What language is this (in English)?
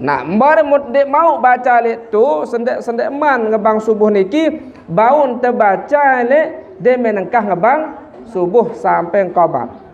Sasak